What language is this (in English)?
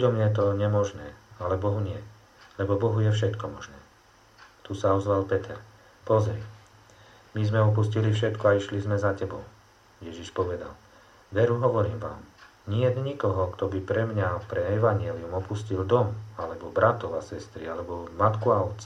Slovak